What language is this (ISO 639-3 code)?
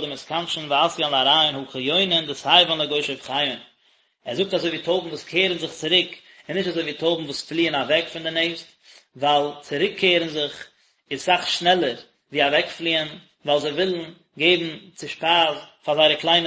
yid